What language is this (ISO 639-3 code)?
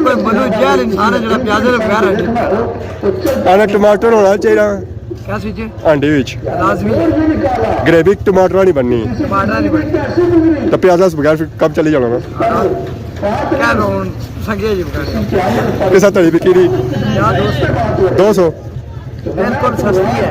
phr